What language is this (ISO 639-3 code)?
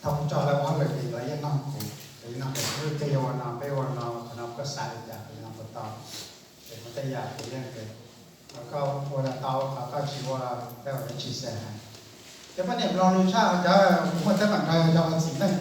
hmn